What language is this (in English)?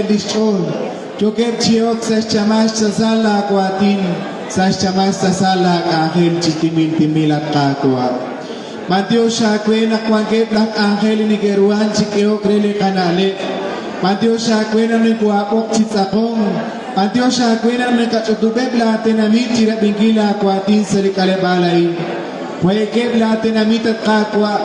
Kekchí